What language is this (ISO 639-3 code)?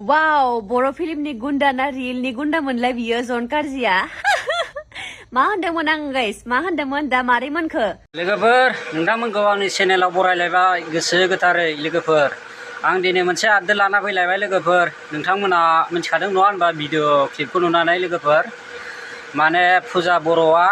brx